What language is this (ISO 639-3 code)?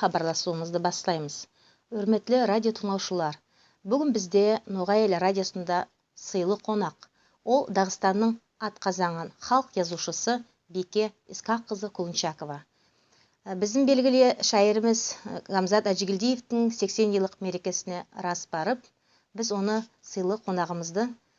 nog